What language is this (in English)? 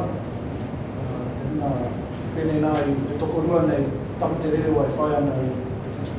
Māori